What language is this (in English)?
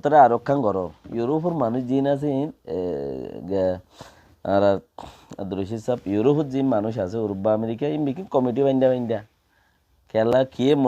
Rohingya